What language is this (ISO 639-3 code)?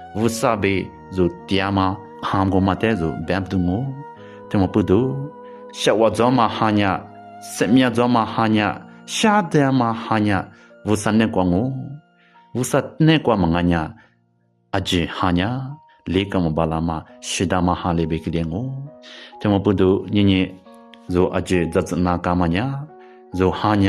lis